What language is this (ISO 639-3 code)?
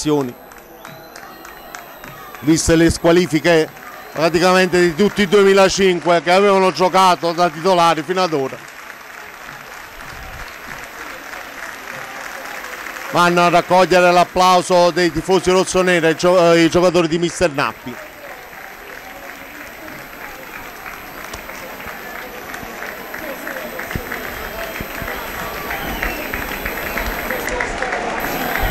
ita